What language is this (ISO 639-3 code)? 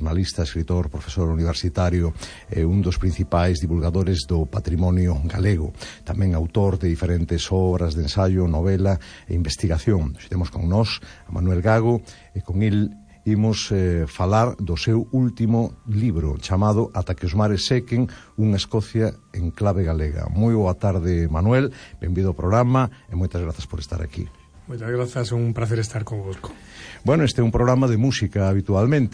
glg